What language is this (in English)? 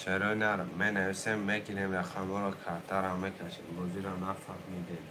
Tajik